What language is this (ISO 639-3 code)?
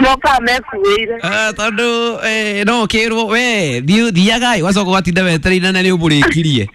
kik